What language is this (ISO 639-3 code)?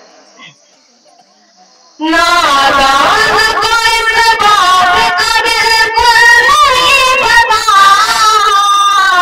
urd